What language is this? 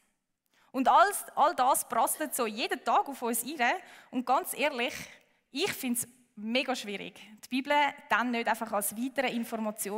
Swiss German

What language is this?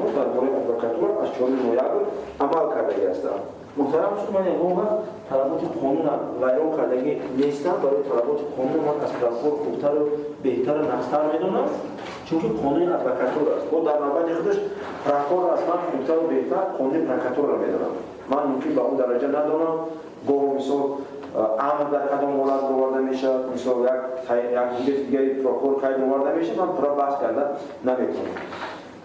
Tajik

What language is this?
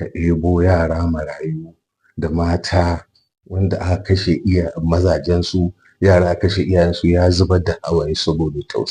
Hausa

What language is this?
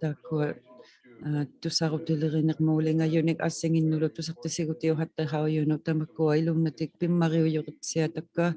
Inuktitut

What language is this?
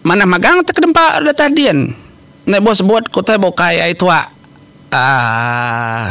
Iban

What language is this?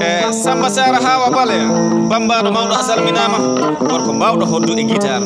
Fula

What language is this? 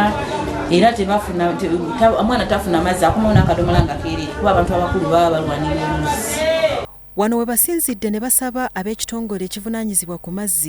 Ganda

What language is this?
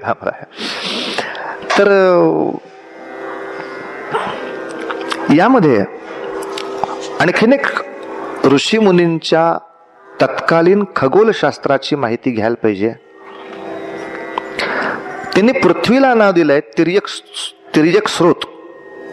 Marathi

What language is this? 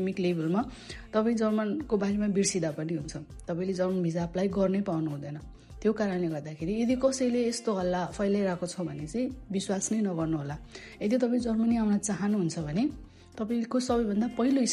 Nepali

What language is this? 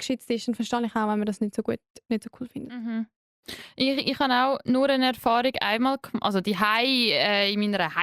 Swiss German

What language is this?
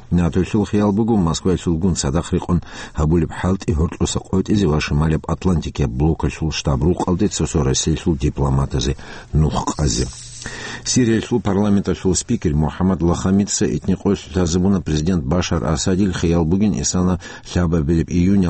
Avaric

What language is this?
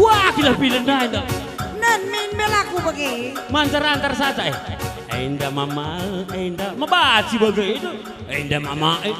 Batak Karo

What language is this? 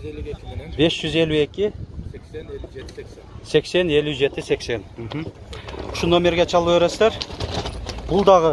Kyrgyz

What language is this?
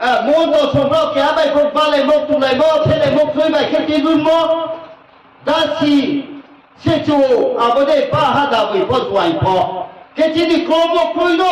Riang (India)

